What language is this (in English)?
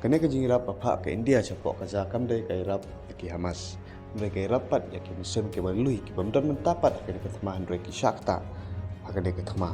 Khasi